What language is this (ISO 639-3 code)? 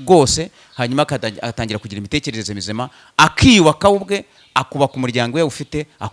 kin